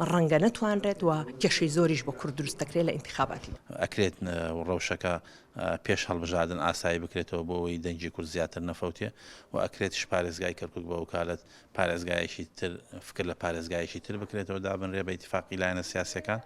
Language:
Central Kurdish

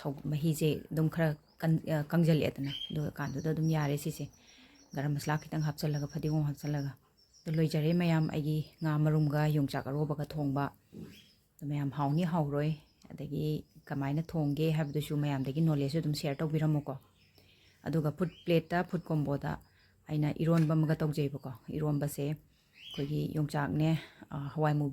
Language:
Manipuri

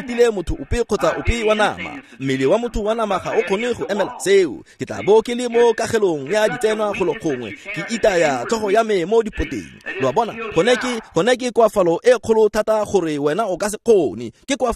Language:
Tswana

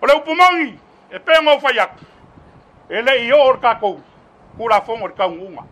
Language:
Samoan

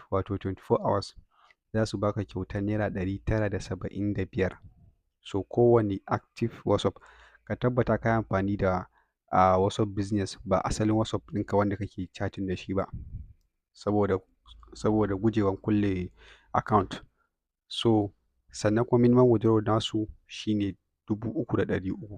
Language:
Hausa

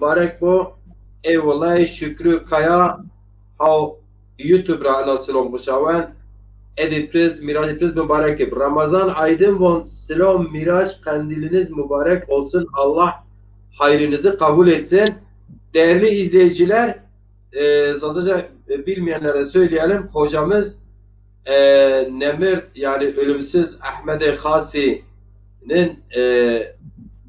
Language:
Zaza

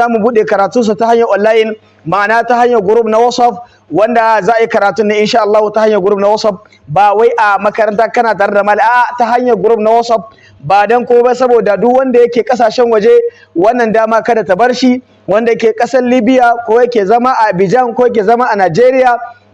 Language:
Hausa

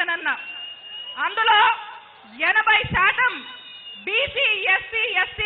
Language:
Telugu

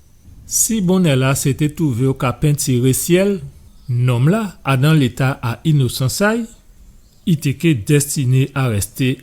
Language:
Guadeloupean Creole French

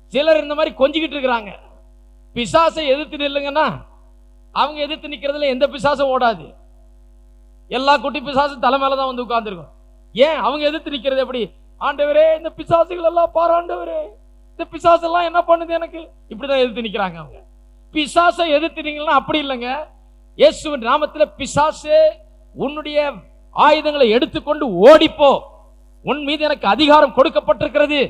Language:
Tamil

